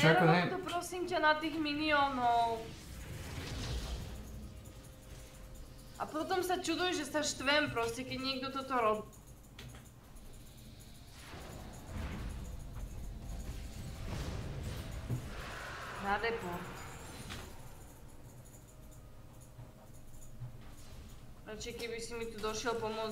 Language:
Slovak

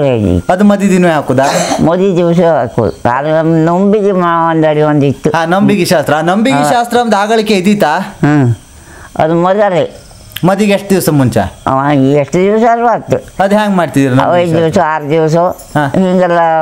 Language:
Kannada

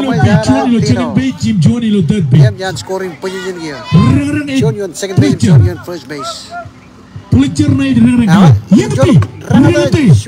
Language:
Marshallese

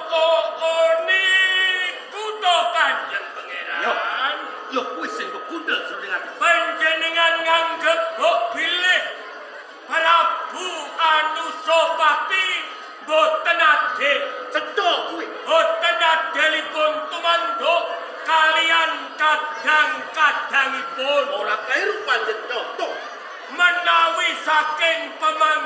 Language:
Javanese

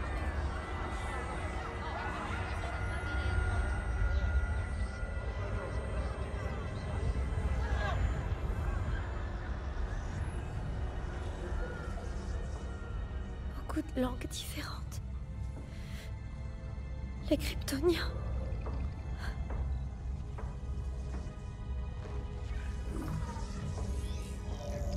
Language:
French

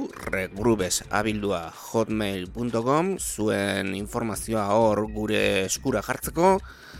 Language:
Basque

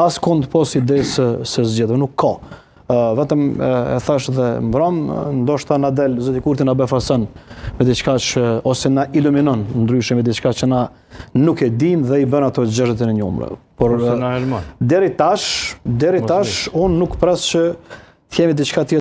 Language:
Albanian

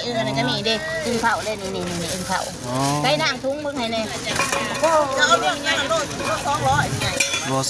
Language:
Lao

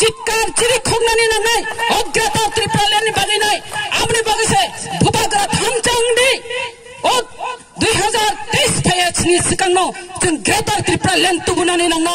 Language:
Kok Borok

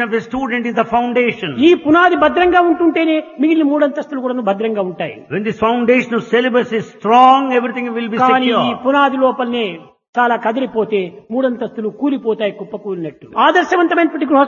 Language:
Telugu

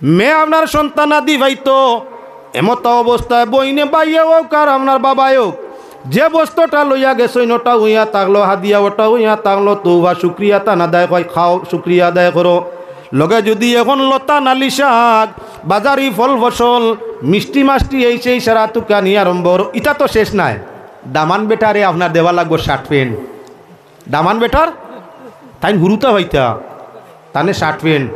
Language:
Sylheti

